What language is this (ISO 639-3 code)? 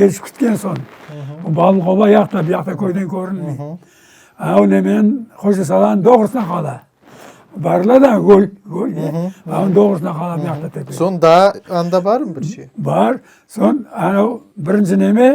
crh